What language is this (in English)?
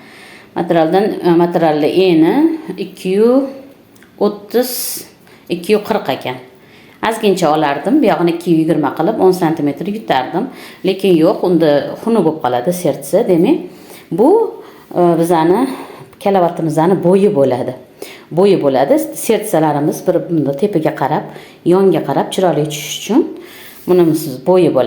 Uzbek